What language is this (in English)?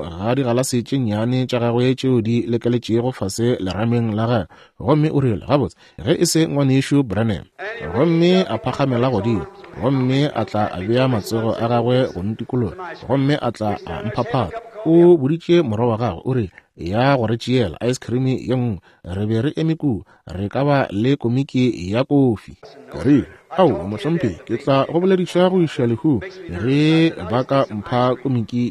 Northern Sotho